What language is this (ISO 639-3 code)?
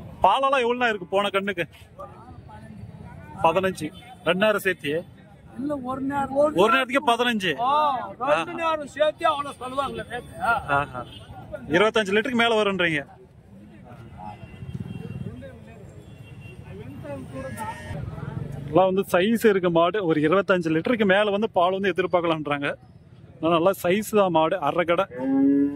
tam